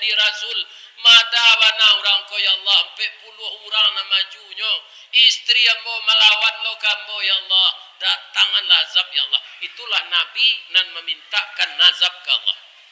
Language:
Minangkabau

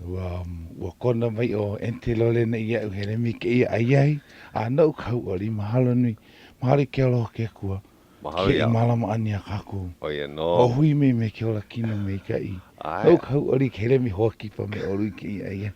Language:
Hawaiian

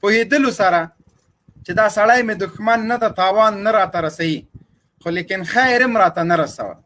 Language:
Pashto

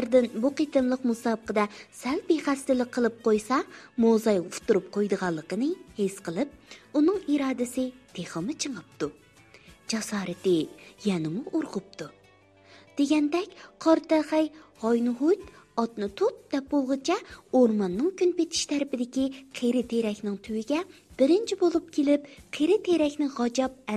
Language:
Uyghur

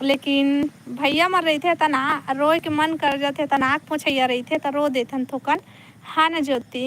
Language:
Chhattisgarhi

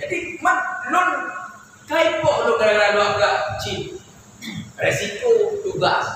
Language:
Achinese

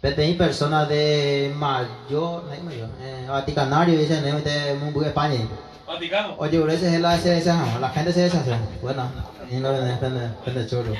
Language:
Guarani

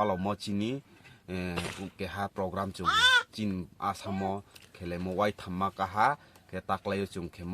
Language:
Riang (India)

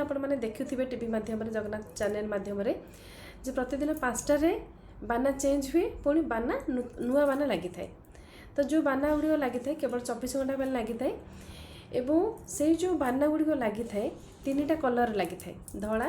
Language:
Odia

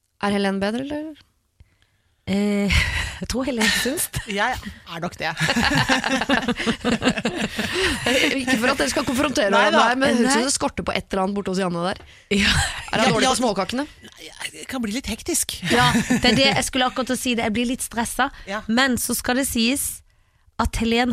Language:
Norwegian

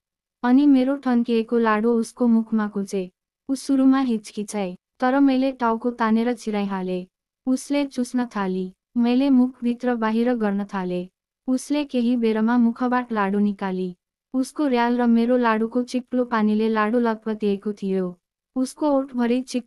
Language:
Nepali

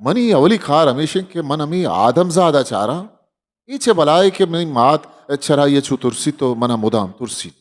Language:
Eastern Balochi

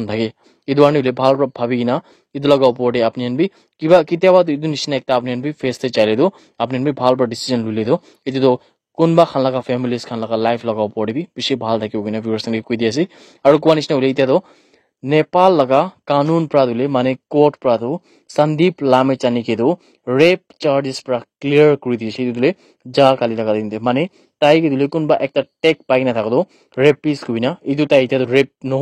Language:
Naga Pidgin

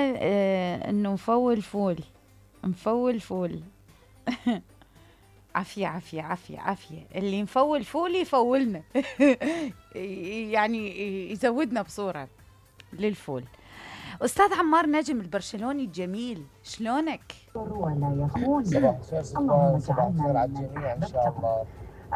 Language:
Mesopotamian Arabic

